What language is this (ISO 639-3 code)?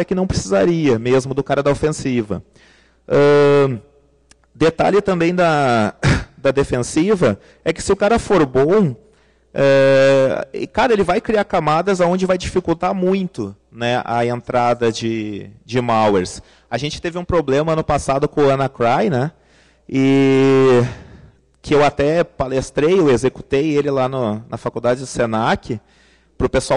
por